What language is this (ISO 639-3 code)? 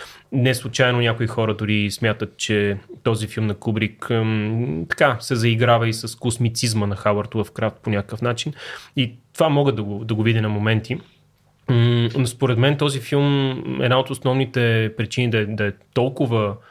bul